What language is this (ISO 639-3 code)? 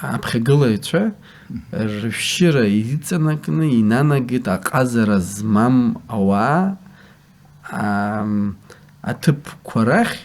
abk